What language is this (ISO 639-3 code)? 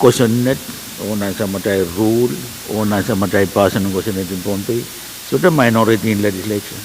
pon